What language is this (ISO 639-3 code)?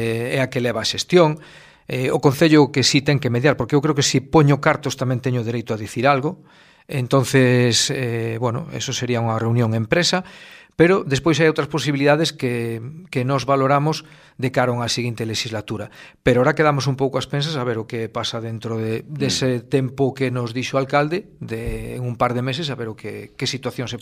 glg